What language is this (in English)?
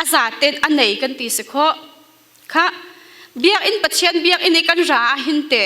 Falam Chin